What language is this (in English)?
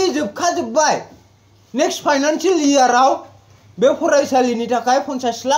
Bodo